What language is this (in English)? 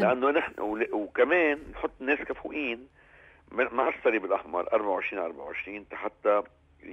North Levantine Arabic